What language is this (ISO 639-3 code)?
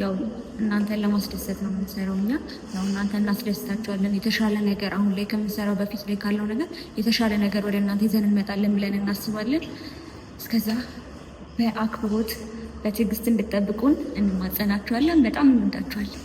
amh